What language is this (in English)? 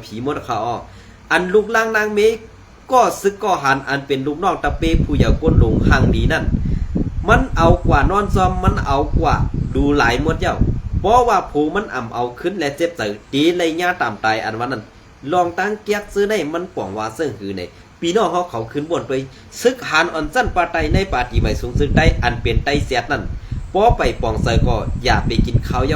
Shan